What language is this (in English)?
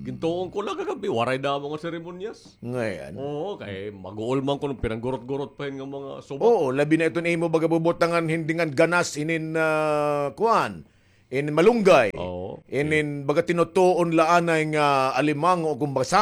Waray